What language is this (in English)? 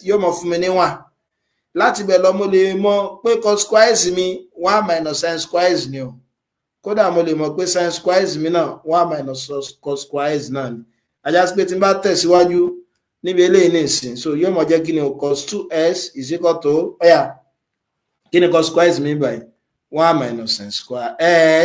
Yoruba